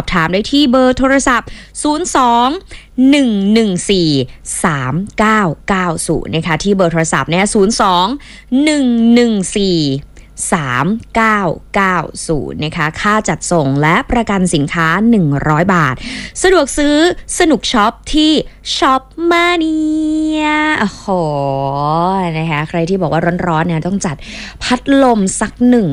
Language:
Thai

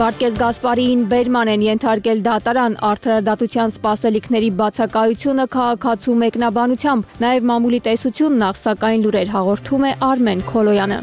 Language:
Armenian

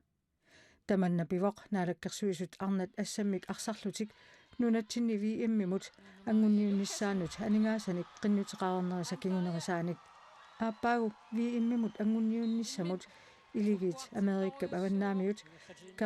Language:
Kalaallisut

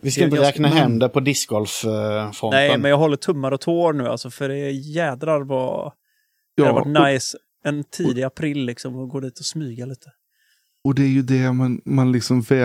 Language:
Swedish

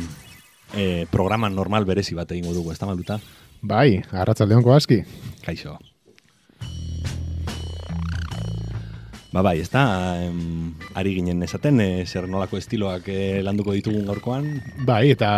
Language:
Basque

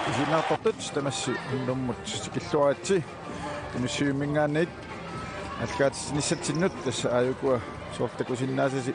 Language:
Kalaallisut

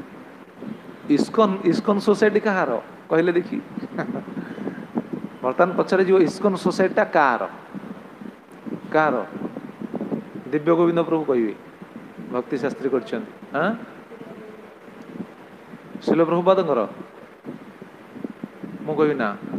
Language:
Odia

